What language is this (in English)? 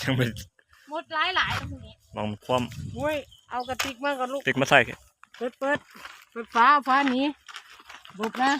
Lao